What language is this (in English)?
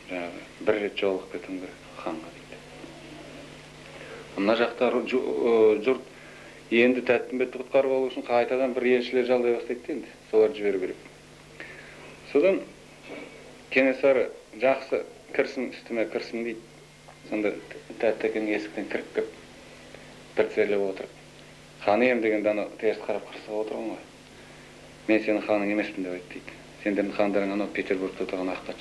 Kazakh